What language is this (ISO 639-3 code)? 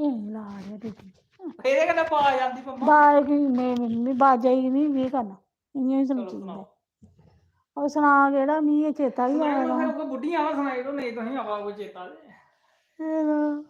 doi